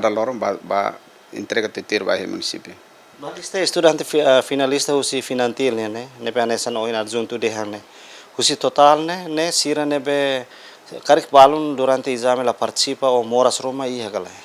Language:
Tetum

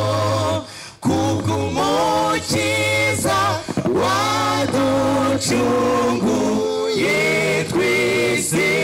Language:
Kinyarwanda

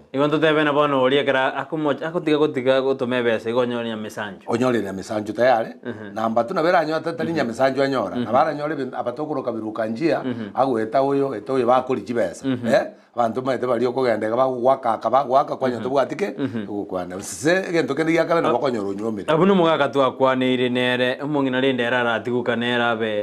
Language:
Gusii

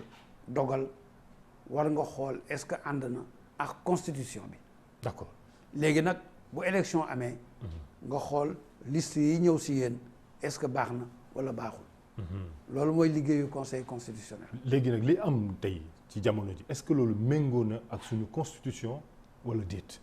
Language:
Wolof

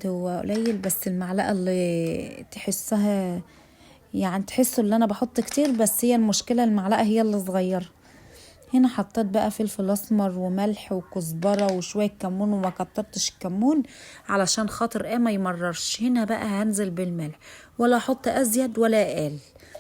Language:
Egyptian Arabic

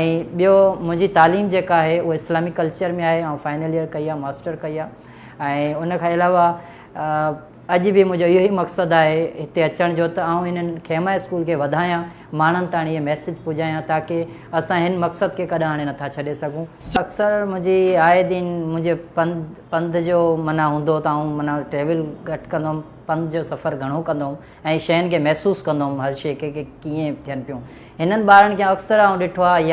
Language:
Sindhi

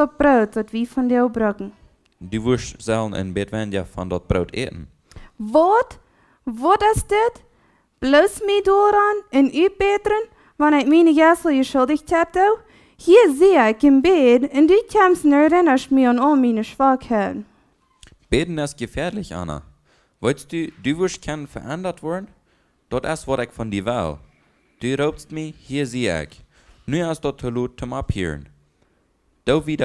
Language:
Plautdietsch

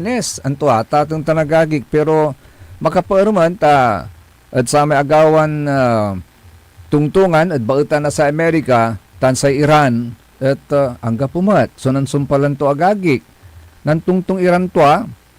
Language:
Pangasinan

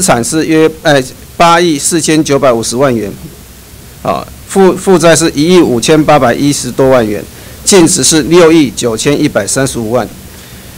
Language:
Chinese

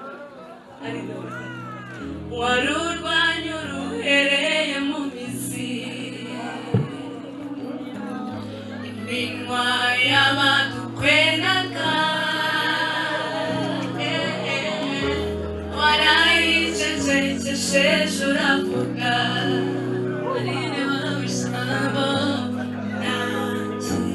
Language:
Kinyarwanda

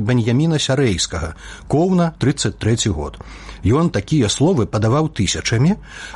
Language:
Belarusian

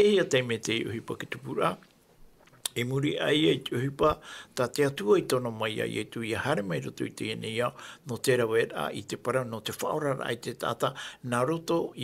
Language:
Tahitian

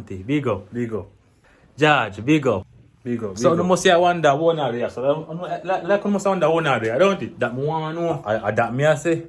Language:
Jamaican Creole English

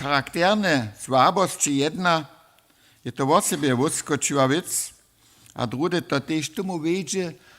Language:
Upper Sorbian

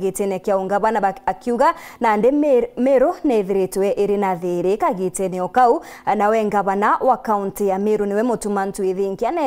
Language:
Meru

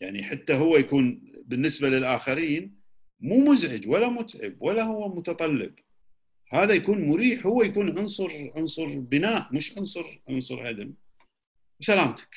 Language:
Gulf Arabic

